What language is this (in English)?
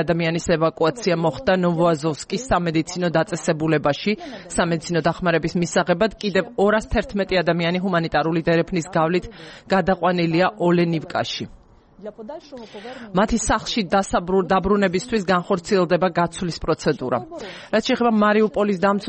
Georgian